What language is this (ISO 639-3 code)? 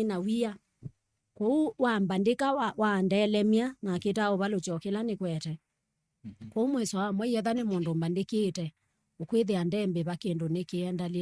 kam